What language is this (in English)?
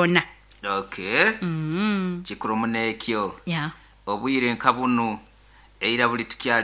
Nyankole